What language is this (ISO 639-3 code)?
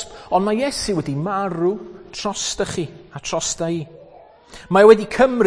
cym